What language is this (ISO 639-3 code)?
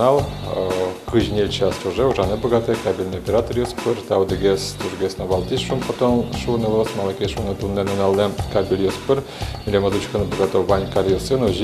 udm